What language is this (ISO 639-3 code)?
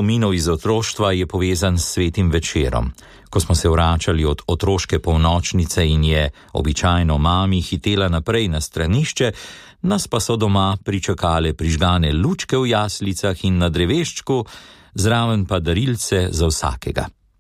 slv